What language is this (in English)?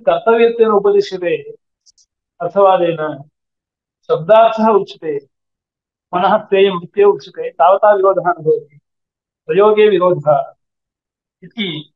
Sanskrit